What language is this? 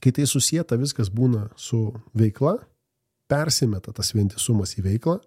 Lithuanian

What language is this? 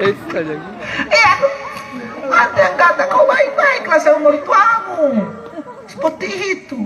Makasar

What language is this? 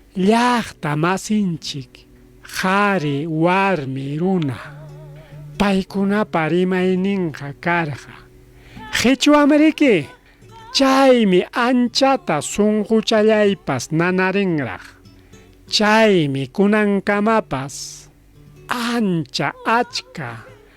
Ayacucho Quechua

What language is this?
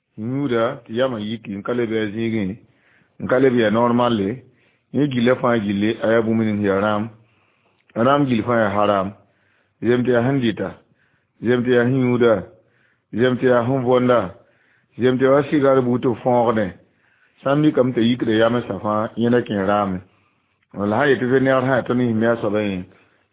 Mossi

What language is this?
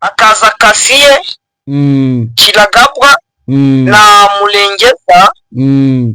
Kinyarwanda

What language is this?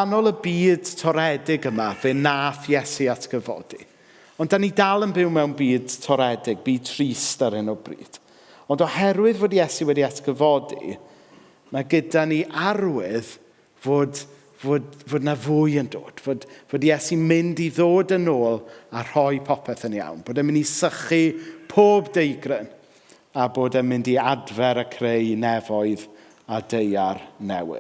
Welsh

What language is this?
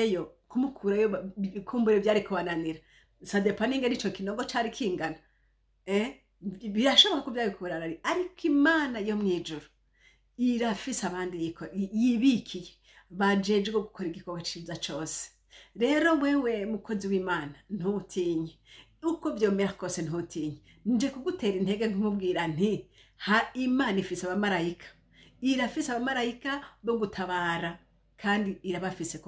Rundi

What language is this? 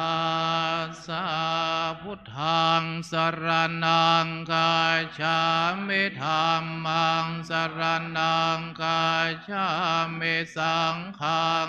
Pali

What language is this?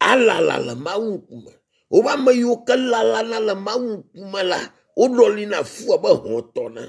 Ewe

